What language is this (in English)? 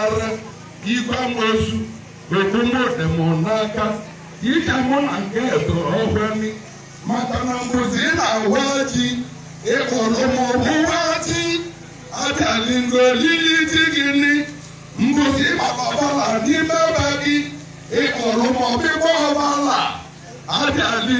Igbo